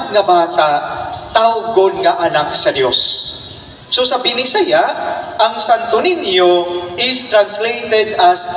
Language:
Cebuano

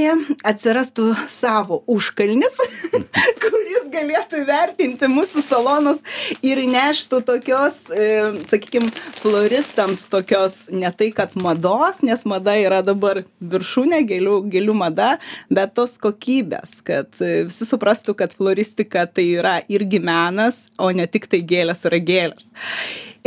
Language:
Lithuanian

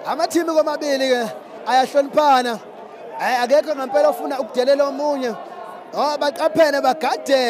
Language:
Zulu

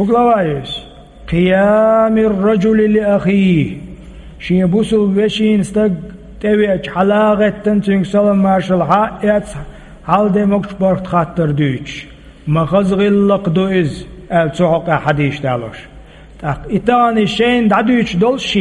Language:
Chechen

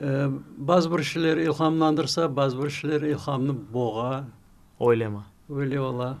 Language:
Crimean Tatar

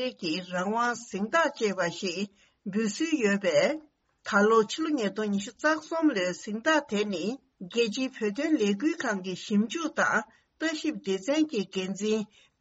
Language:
Tibetan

